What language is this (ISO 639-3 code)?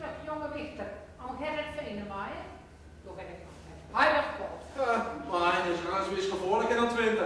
gos